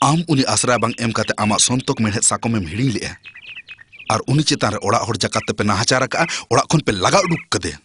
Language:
Santali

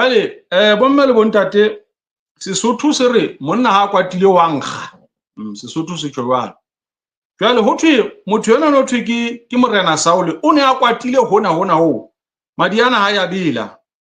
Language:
Southern Sotho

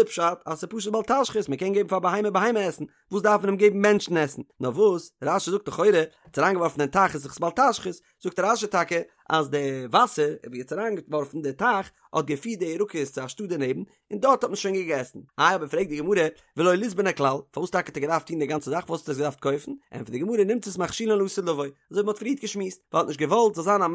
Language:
Yiddish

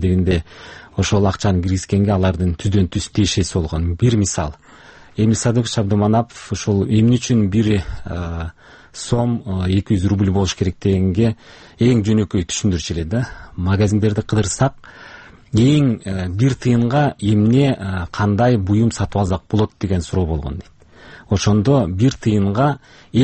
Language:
Kyrgyz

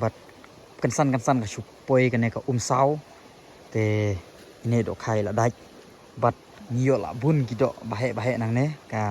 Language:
Khasi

